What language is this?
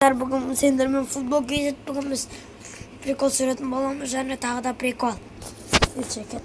Kazakh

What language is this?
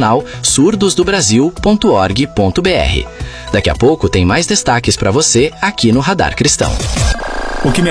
Portuguese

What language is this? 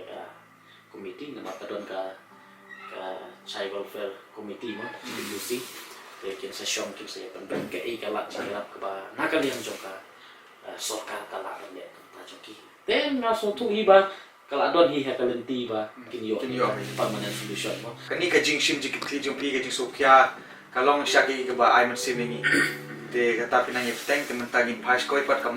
Khasi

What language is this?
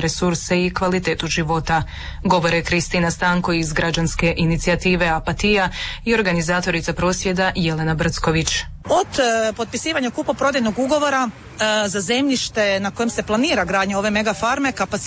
Croatian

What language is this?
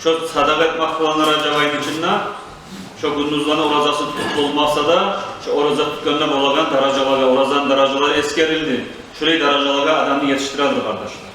Kumyk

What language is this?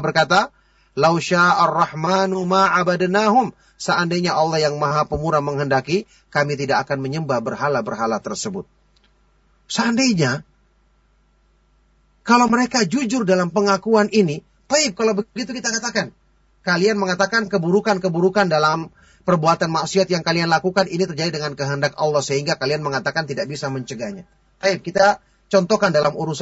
Indonesian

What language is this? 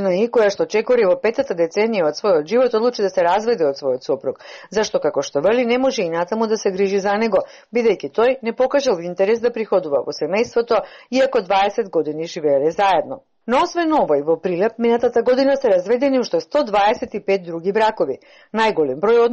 Macedonian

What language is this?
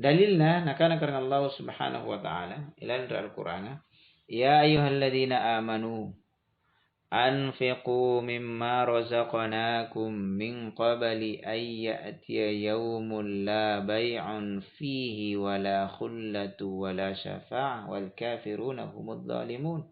Makasar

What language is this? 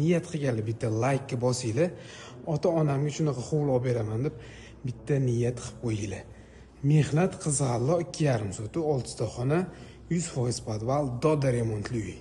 Uzbek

